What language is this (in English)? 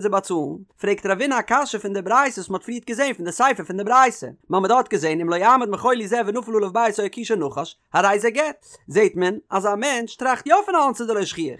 Yiddish